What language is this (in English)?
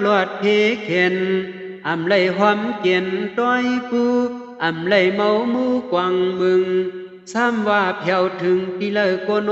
Shan